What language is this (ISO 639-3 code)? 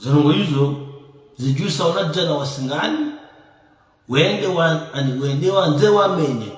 zdj